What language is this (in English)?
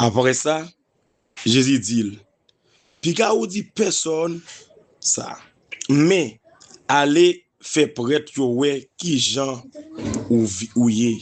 Haitian Creole